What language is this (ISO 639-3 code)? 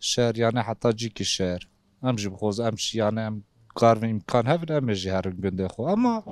kur